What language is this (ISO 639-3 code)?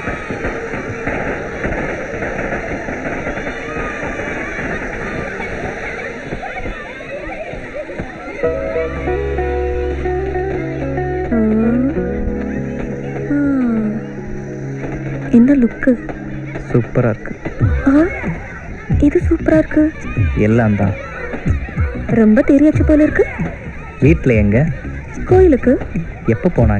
tam